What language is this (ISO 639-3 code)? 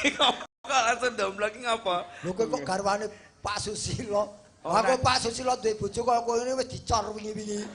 jav